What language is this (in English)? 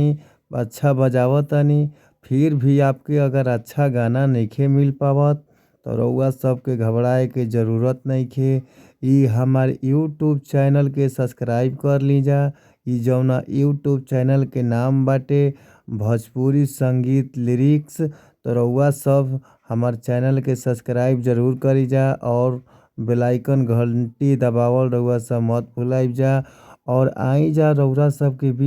Bhojpuri